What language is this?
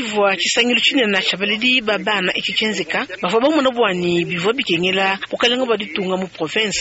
Luba-Lulua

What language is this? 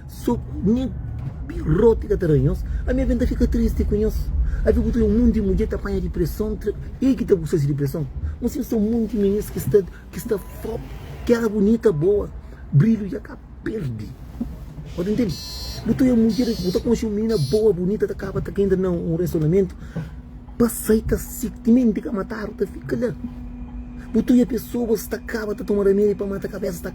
Kabuverdianu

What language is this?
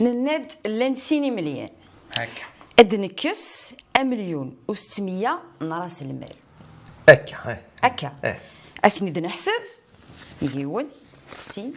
Kabyle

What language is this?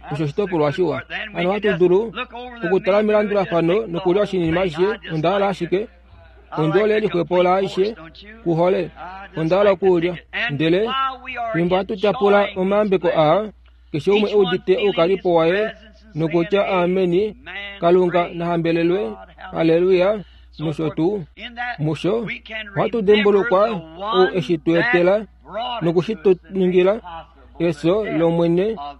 Kuanyama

